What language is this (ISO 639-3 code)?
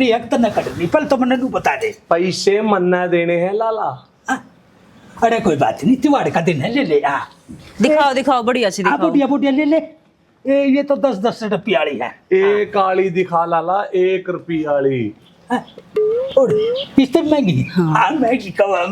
bgc